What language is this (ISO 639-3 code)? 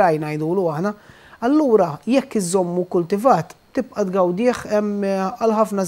mlt